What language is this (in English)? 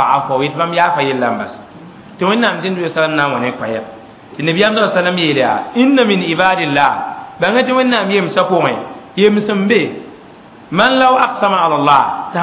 Mossi